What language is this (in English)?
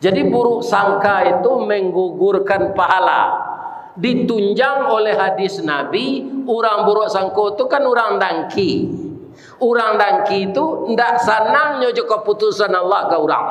Minangkabau